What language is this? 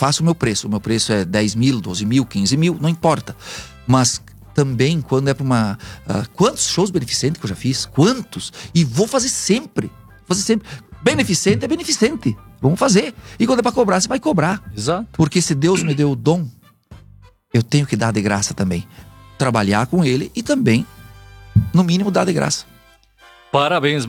Portuguese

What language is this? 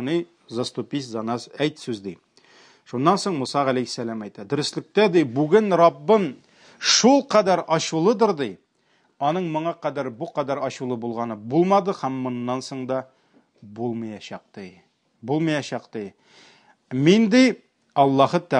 Tatar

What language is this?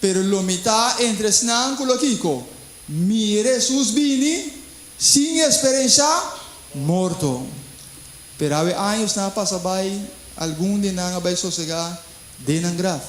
Papiamento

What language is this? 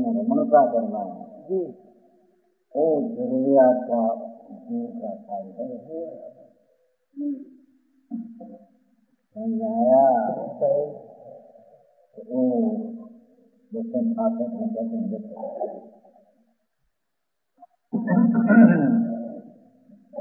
Gujarati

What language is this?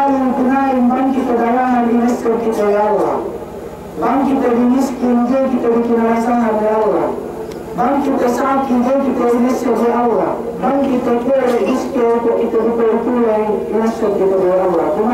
Yakan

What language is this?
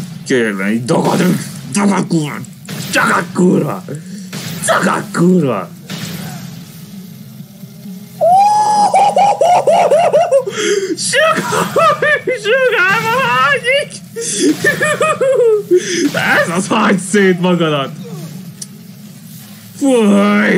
Hungarian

